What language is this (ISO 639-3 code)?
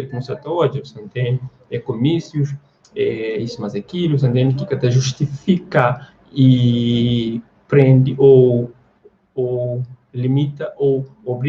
kea